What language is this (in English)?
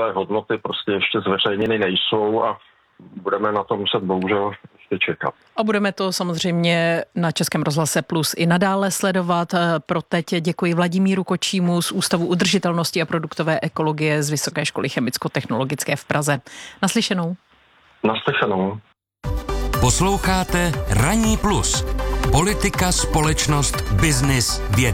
Czech